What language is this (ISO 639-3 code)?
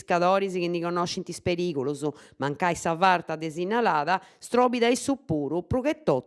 srd